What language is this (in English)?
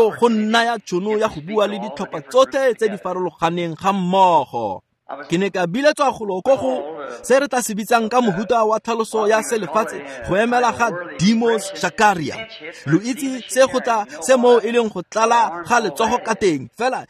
Tswana